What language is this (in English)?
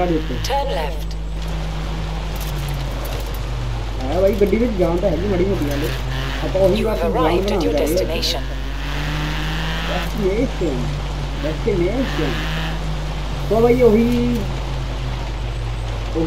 Punjabi